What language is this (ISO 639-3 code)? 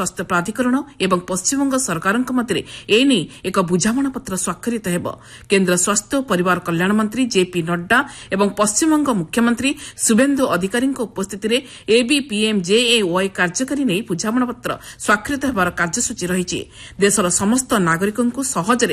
ori